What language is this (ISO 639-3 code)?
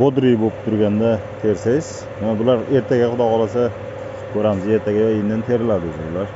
uzb